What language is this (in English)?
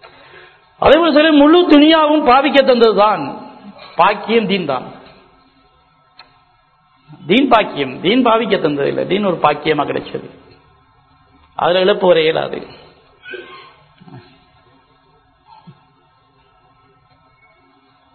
Tamil